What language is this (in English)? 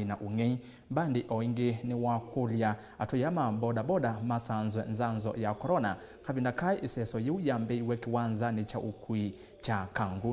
Kamba